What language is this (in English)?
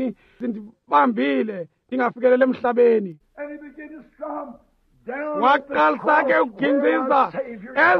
Xhosa